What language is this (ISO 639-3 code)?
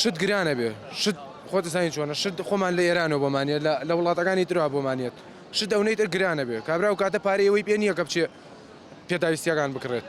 ckb